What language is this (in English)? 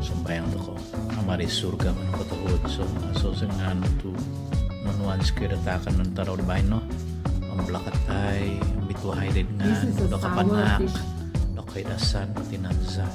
Central Dusun